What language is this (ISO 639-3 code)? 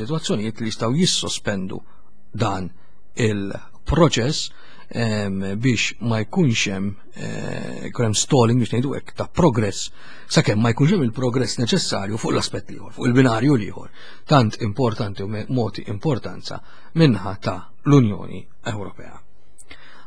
mlt